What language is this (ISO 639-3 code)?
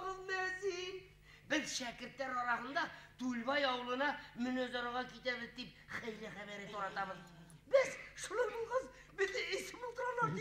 bak